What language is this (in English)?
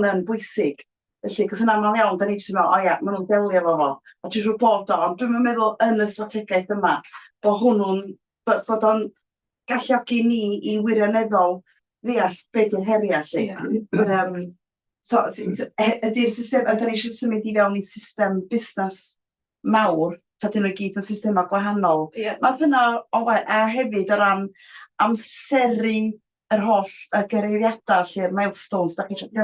Welsh